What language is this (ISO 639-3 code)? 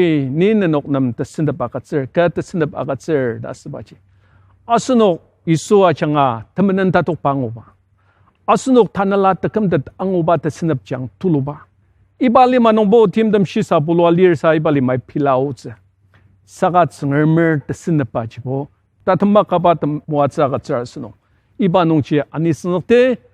njo